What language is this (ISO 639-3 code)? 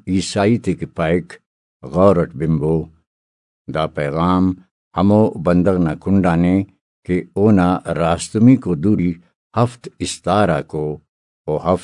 brh